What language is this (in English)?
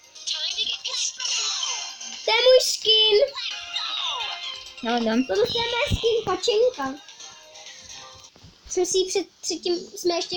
Czech